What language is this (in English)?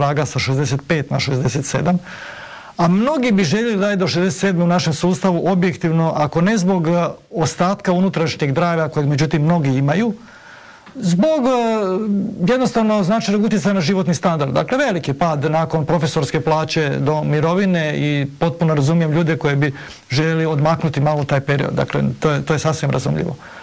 Croatian